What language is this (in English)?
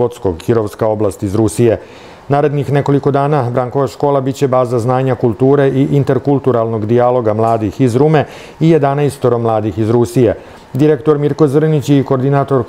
Serbian